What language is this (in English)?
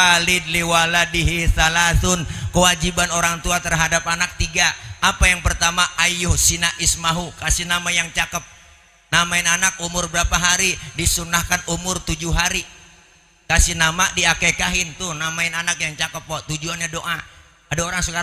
Betawi